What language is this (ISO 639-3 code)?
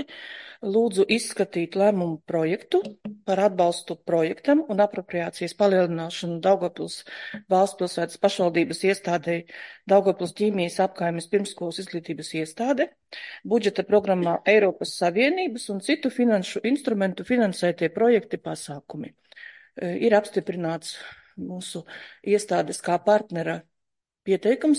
lav